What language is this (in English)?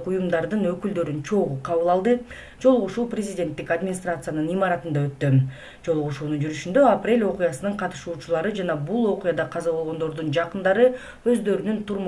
Kyrgyz